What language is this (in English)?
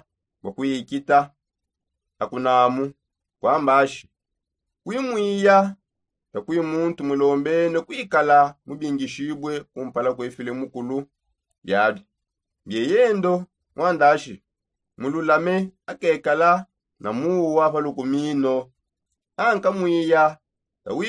Songe